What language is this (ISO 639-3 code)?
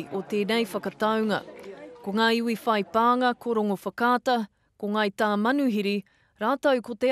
mri